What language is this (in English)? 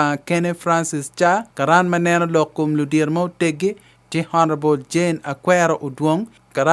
Acoli